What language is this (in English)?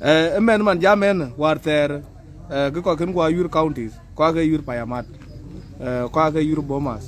Dinka